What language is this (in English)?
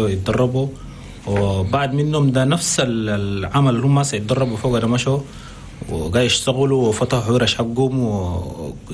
Chadian Arabic